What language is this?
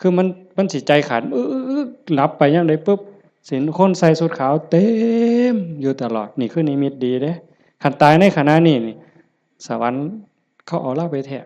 Lao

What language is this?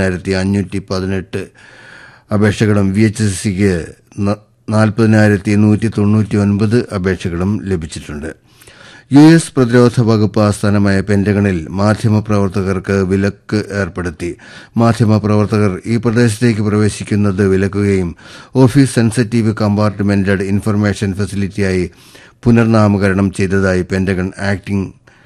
Malayalam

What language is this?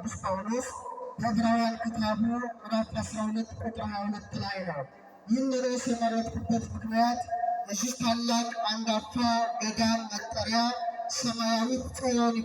Amharic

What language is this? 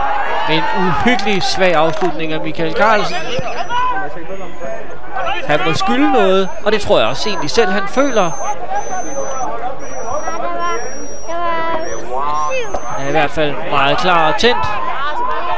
Danish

